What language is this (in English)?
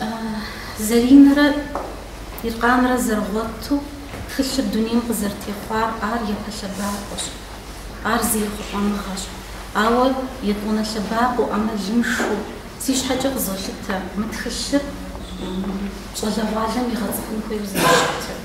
Kabardian